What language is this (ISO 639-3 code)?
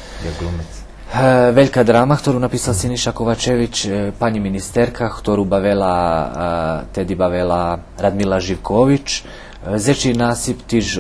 rue